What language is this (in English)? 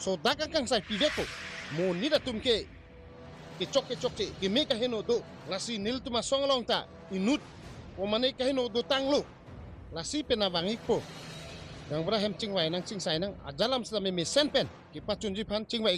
Karbi